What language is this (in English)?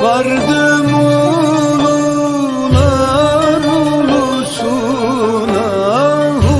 Balkan Romani